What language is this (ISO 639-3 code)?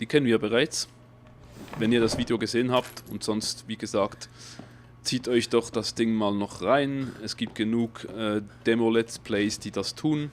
gsw